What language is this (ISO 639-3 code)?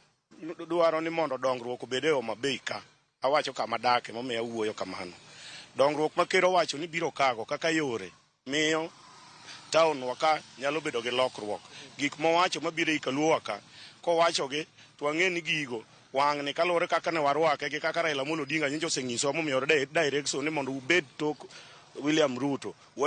luo